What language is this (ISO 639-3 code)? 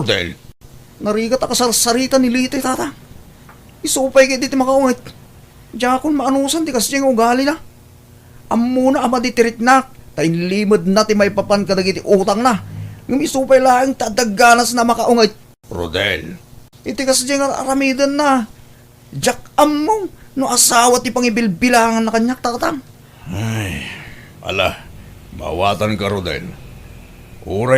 ilo